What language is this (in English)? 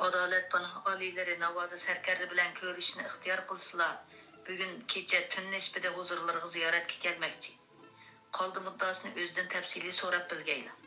Uyghur